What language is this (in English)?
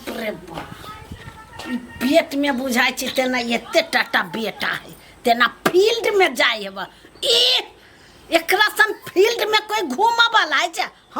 Maithili